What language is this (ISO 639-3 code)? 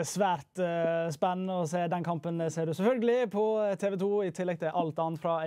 nor